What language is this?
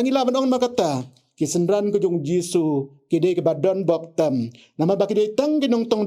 Khasi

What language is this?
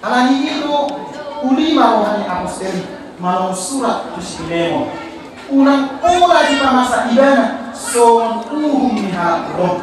Batak Toba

